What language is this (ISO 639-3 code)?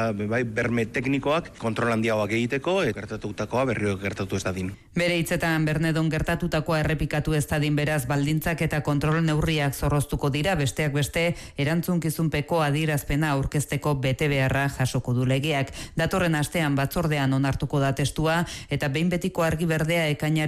eus